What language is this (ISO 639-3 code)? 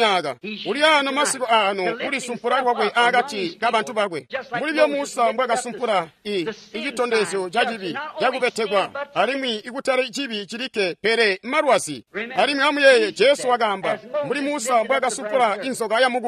toi